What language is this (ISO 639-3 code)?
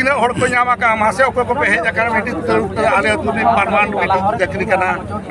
sat